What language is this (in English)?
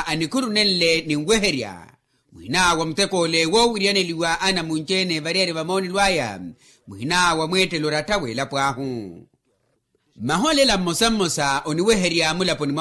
Makhuwa